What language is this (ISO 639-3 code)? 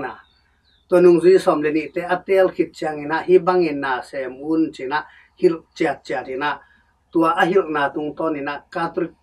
ctd